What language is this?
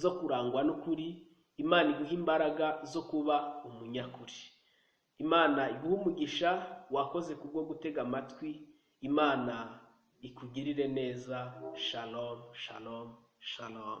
Kinyarwanda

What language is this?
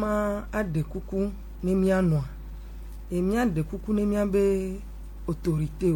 Gen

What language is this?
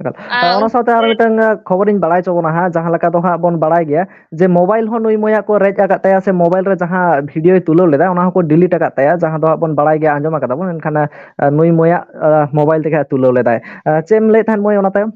Santali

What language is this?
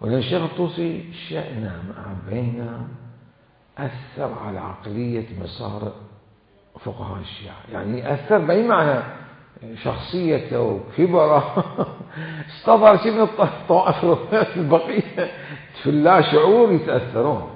Mesopotamian Arabic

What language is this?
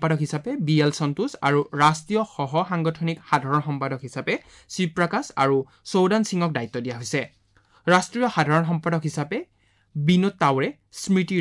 Assamese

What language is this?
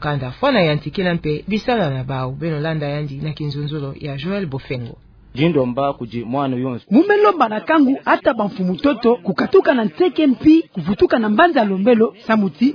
Kituba (Democratic Republic of Congo)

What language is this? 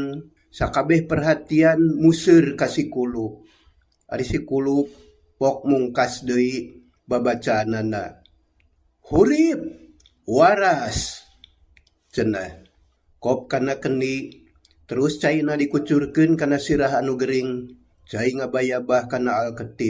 Sundanese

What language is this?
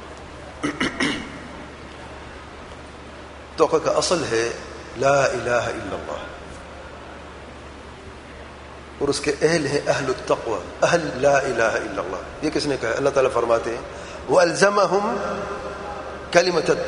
Urdu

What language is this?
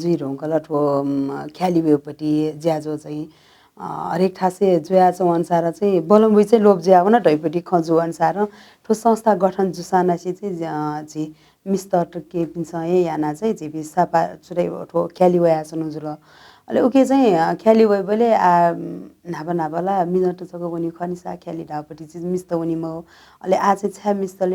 Newari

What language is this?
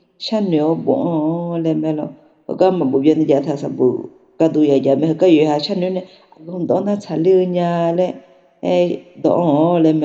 Akha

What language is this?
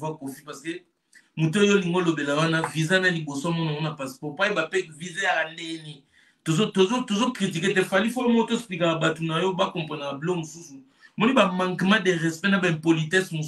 Lingala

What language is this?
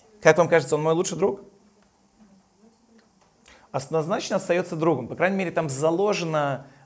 Russian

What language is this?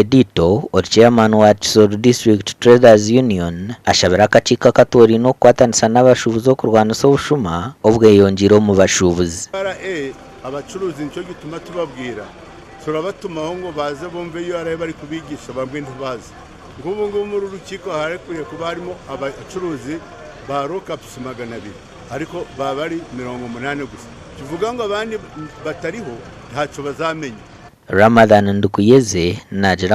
Nyankole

